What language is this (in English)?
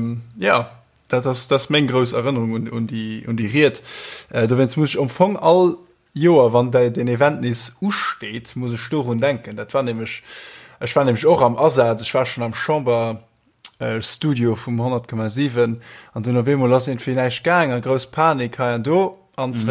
Luxembourgish